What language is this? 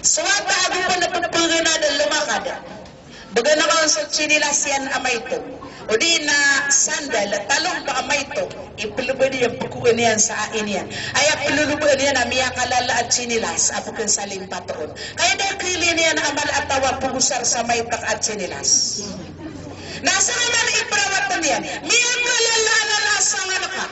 Maranao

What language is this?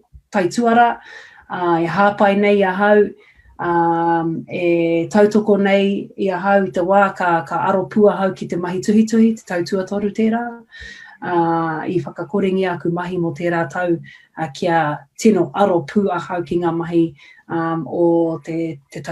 Māori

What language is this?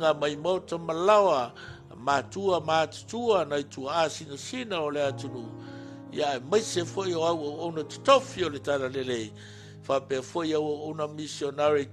Samoan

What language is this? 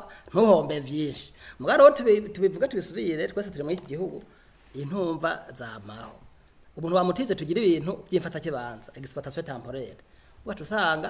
Rundi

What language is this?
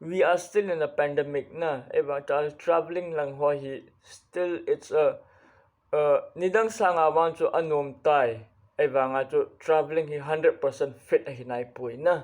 Thado Chin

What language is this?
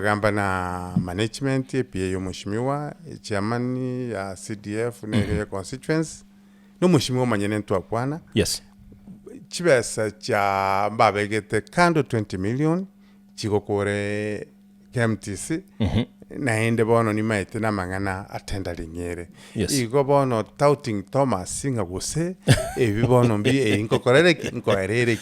Gusii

